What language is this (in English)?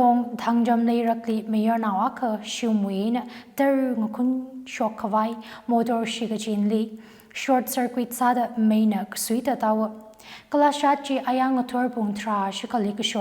Tangkhul Naga (India)